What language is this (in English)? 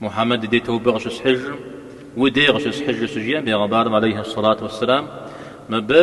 Kabardian